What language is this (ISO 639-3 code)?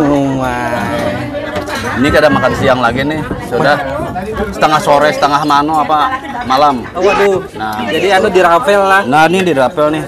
bjn